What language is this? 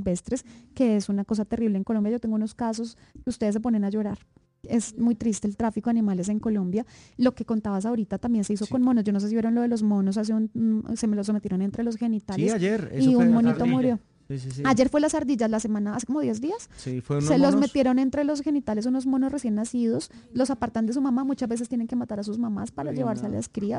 Spanish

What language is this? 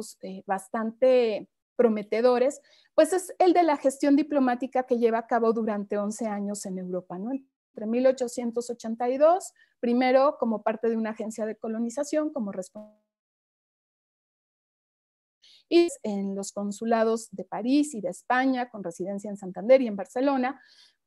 Spanish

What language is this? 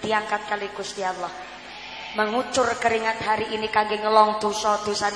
Javanese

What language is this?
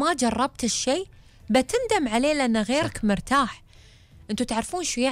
Gulf Arabic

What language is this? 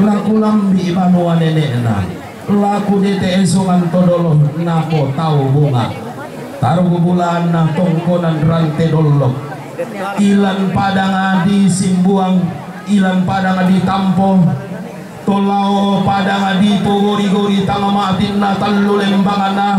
Toraja-Sa'dan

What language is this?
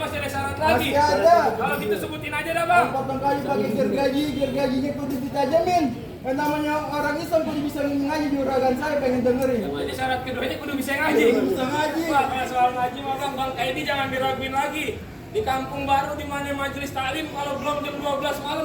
Betawi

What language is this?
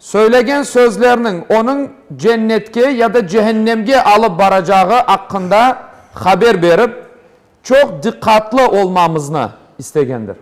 Crimean Tatar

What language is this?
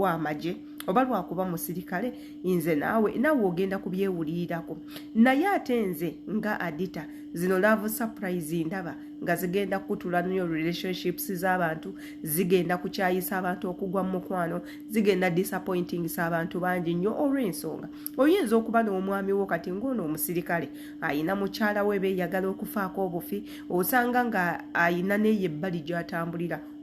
Ganda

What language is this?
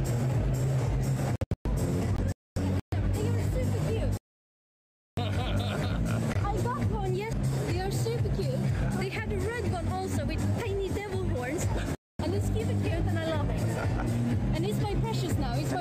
English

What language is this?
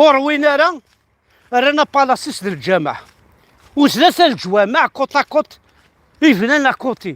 Kabyle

